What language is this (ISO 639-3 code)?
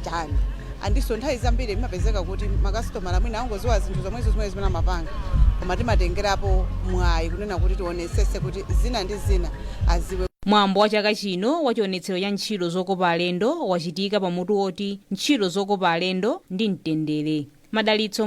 nya